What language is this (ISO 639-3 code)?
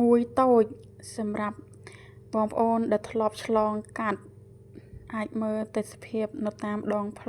khm